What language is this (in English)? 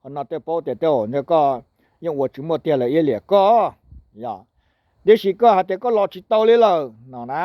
Hmong